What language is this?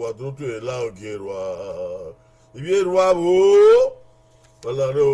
Bini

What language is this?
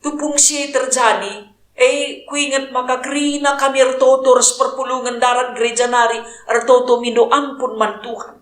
Batak Karo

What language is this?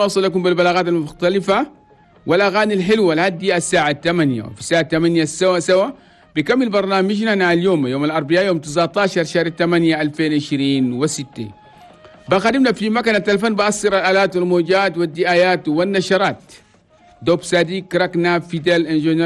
Chadian Arabic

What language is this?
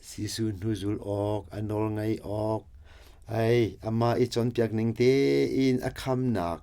Hakha Chin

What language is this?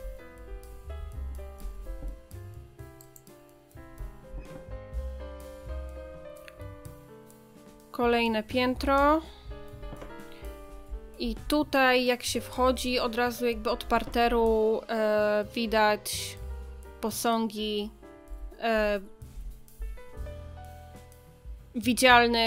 Polish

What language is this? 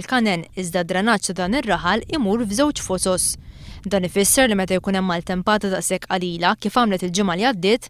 Maltese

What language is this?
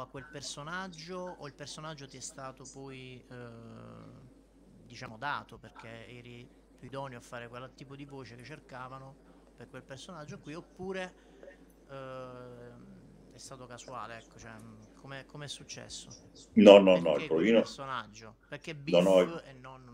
Italian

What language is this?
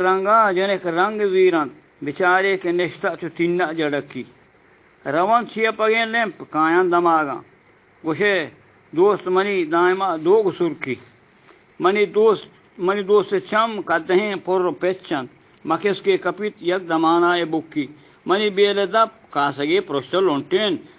Eastern Balochi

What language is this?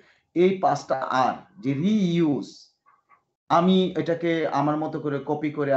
Bangla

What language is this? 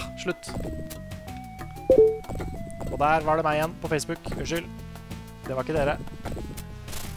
Norwegian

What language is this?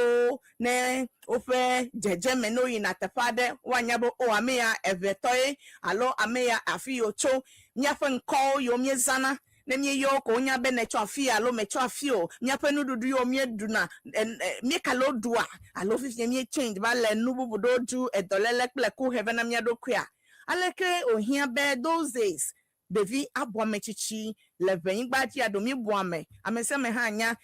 Ewe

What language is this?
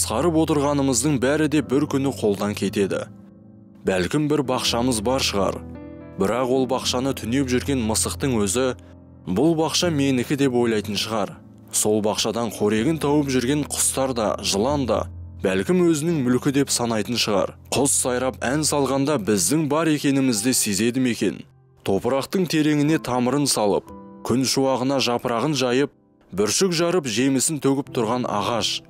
Kazakh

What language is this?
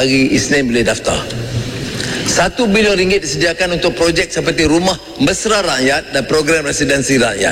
Malay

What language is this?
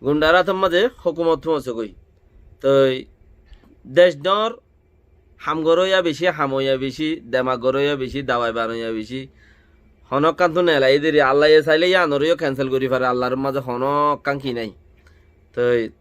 Rohingya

